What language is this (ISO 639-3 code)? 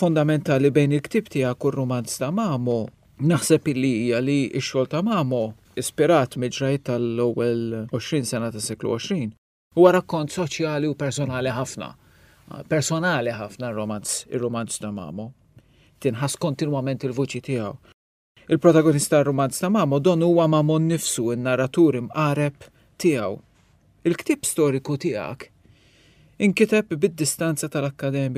mlt